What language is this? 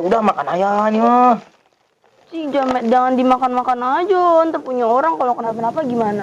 Betawi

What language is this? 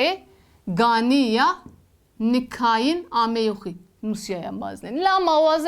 Zaza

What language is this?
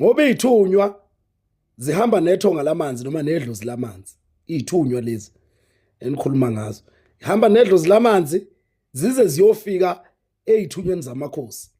Zulu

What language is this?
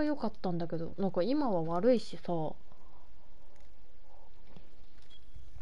Japanese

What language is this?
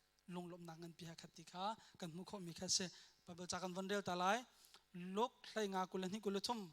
Hakha Chin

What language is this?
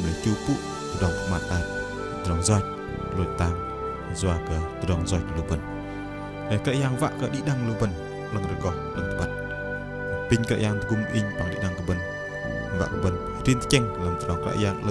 Bahnar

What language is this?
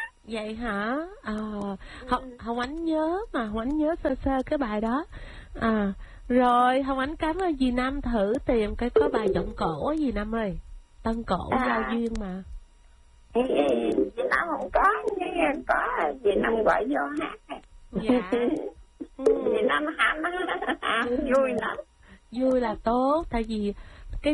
Vietnamese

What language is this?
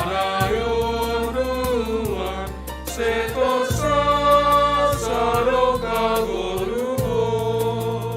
Batak Simalungun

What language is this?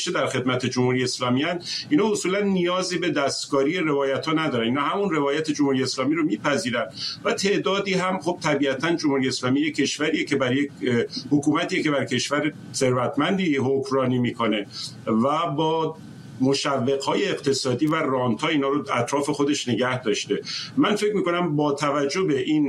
Persian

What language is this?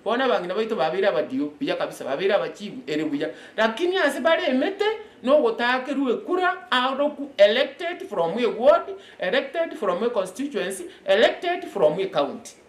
Gusii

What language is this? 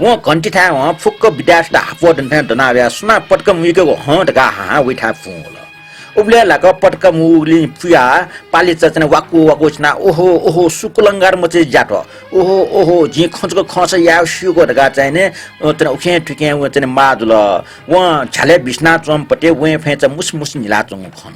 Newari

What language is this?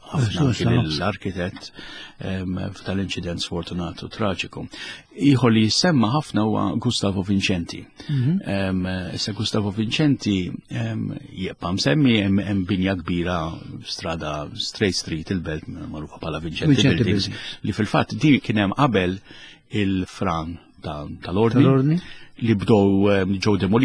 Maltese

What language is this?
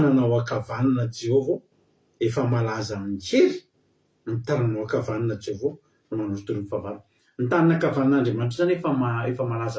Malagasy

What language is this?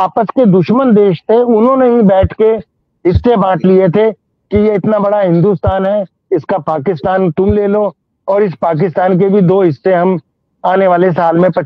Hindi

